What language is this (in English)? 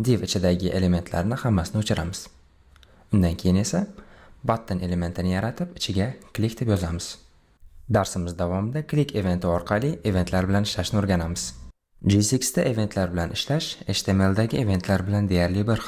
Uzbek